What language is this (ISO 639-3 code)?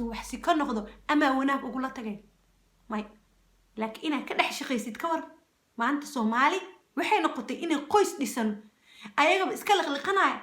som